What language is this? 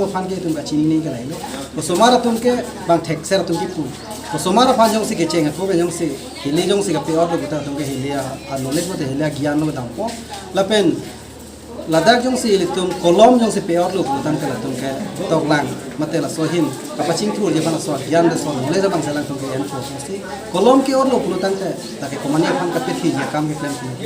Karbi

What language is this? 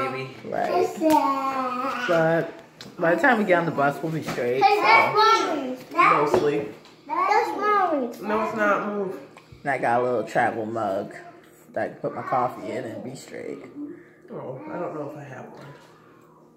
English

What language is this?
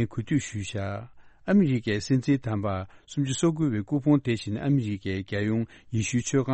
Tibetan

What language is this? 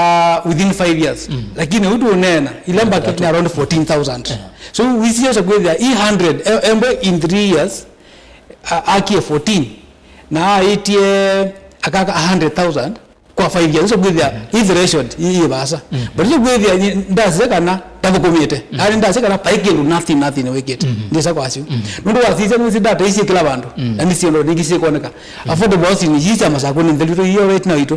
Kamba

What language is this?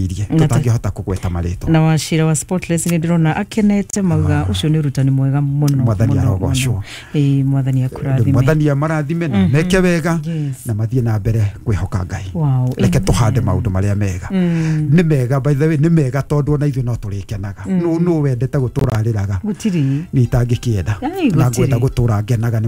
Kikuyu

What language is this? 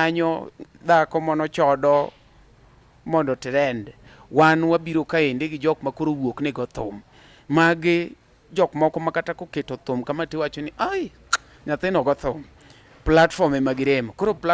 Luo (Kenya and Tanzania)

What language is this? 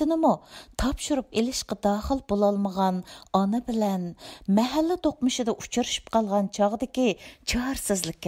Uyghur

